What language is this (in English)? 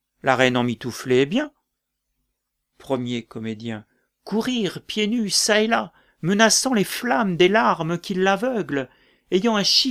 French